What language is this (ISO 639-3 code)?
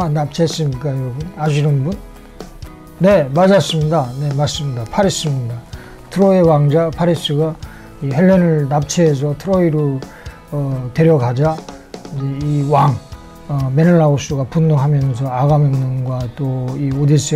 kor